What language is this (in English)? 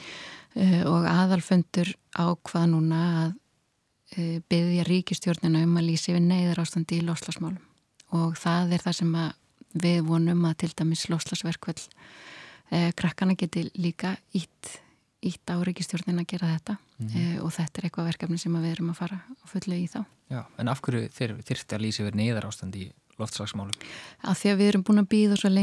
Icelandic